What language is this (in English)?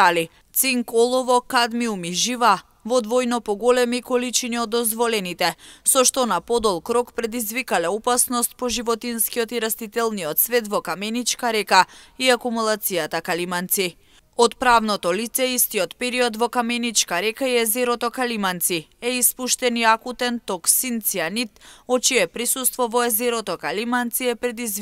Macedonian